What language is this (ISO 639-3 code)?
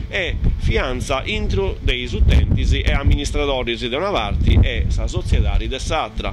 srd